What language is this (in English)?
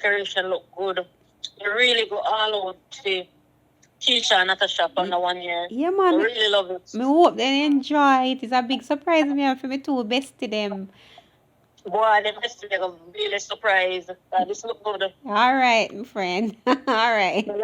Jamaican Creole English